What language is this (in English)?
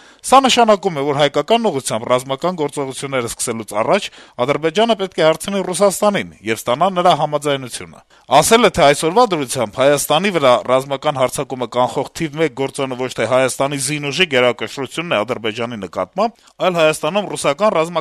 Armenian